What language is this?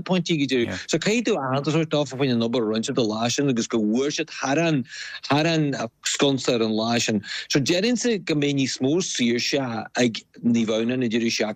Irish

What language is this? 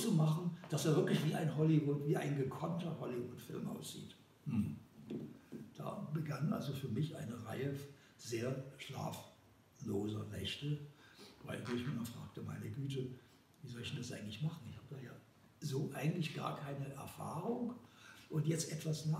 German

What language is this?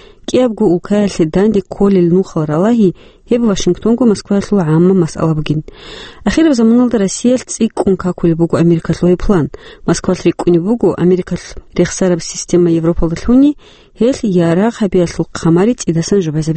Avaric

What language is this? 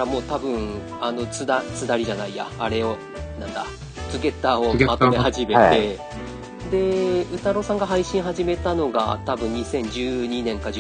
Japanese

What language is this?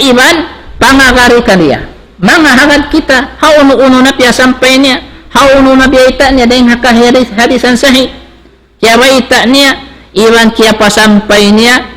Tausug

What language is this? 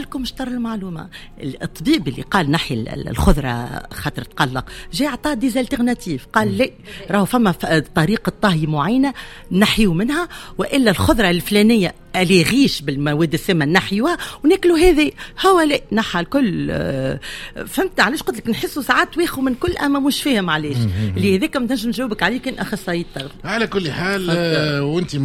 Tunisian Arabic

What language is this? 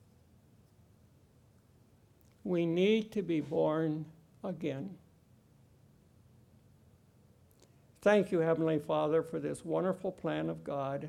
English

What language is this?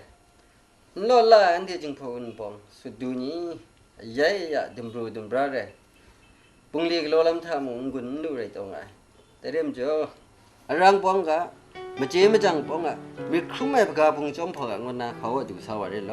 Kachin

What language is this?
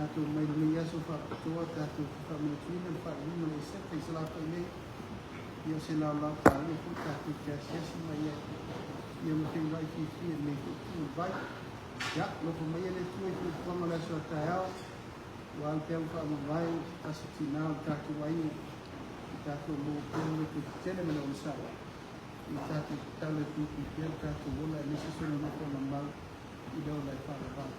Samoan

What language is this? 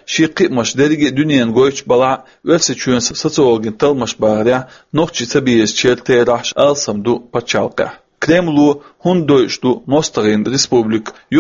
Chechen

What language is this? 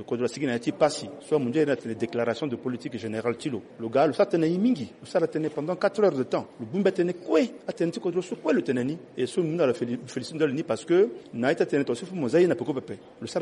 Sango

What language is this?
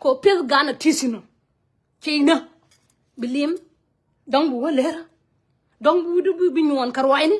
Nuer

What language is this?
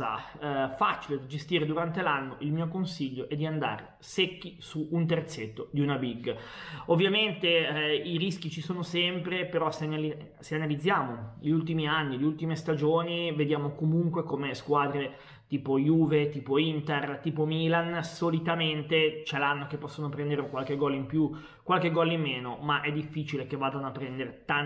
Italian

